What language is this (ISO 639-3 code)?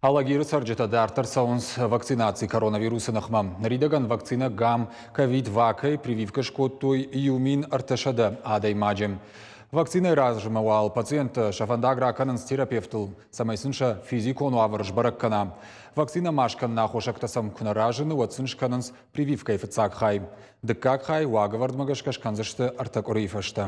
oss